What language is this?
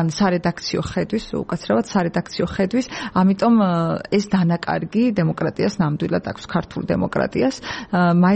Georgian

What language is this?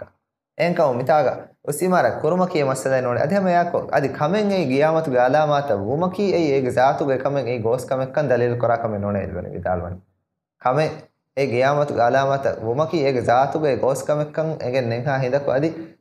Divehi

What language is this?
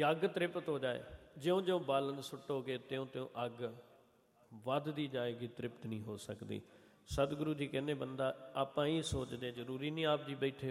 Punjabi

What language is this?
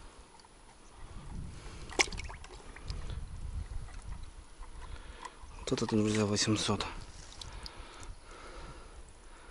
Russian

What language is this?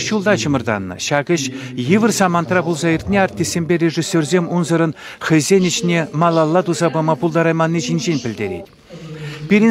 Chuvash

